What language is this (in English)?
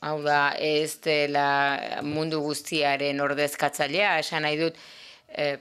Basque